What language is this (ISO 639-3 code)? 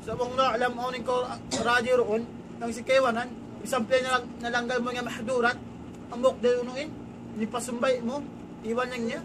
tsg